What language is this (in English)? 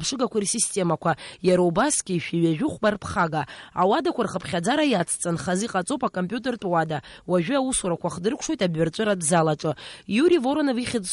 Abkhazian